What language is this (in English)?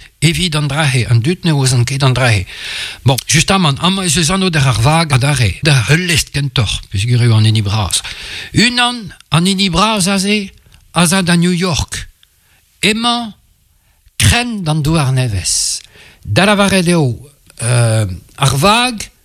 Breton